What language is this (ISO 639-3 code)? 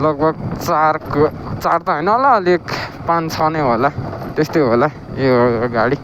nep